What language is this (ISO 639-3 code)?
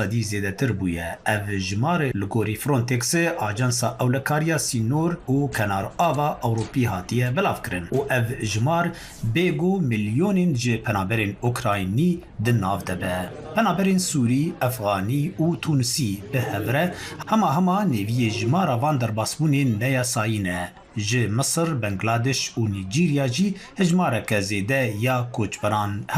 kur